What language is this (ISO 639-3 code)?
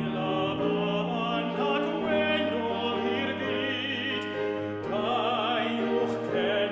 cym